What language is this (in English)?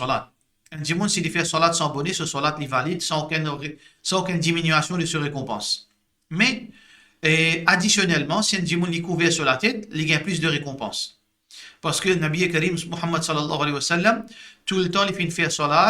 Morisyen